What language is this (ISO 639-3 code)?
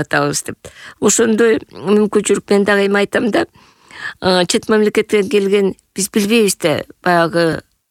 kir